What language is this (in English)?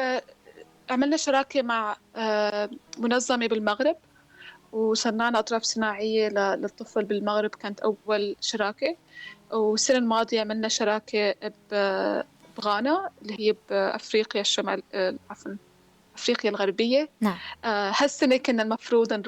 North Levantine Arabic